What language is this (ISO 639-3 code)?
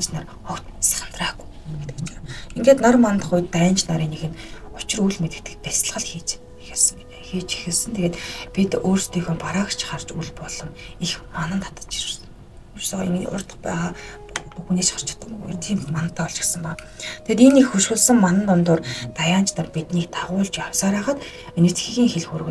mon